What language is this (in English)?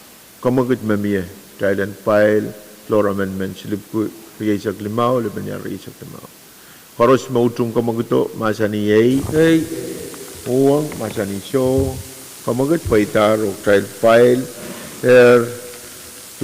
Pohnpeian